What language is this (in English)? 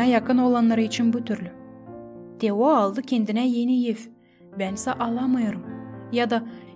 Gagauz